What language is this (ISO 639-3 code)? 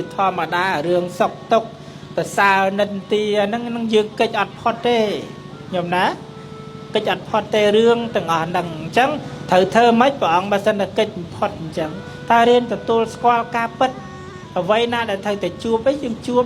khm